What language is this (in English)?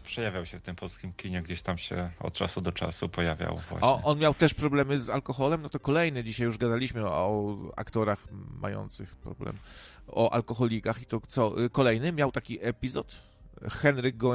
Polish